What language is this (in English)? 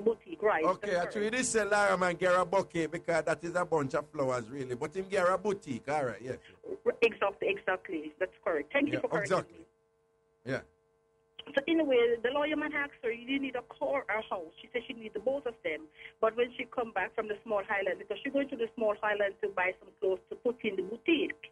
Jamaican Creole English